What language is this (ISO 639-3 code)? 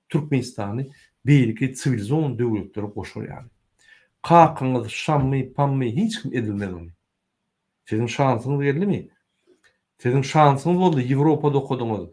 tuk